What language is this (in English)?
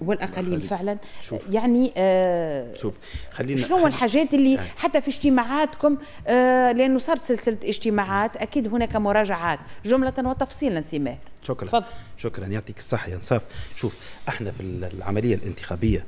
Tunisian Arabic